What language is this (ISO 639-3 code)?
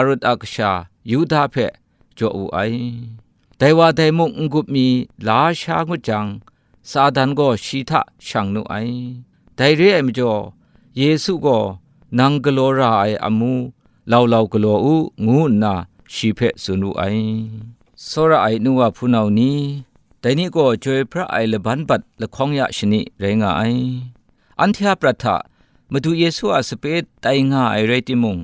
kac